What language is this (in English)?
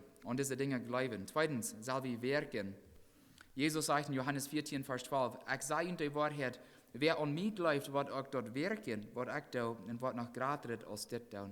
Plautdietsch